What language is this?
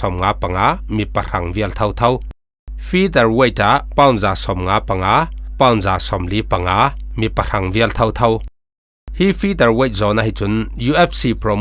Falam Chin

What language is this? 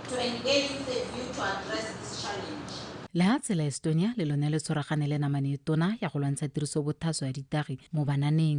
Tswana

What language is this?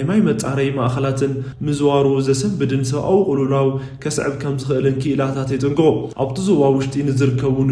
Tigrinya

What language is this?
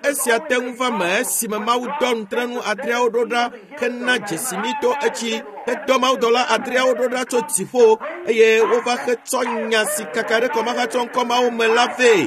Ewe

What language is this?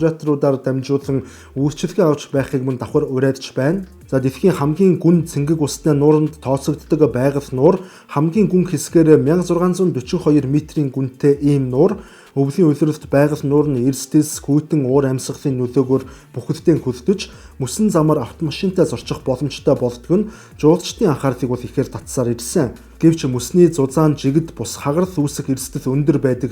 Mongolian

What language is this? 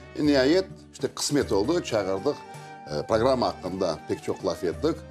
Crimean Tatar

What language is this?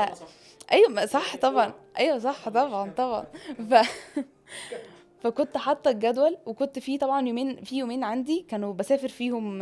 Egyptian Arabic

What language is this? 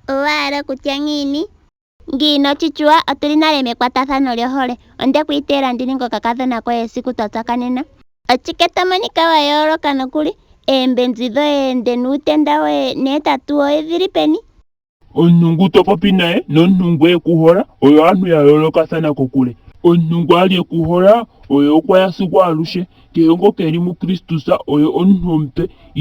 Ndonga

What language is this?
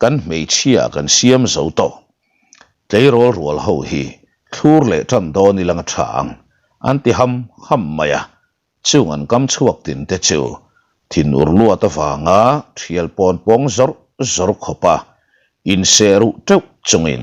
Mizo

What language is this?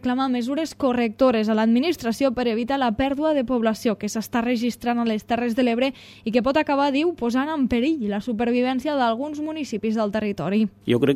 Catalan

